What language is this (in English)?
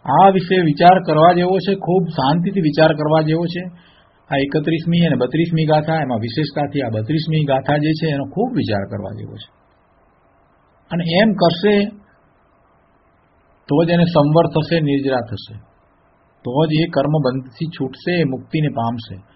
Gujarati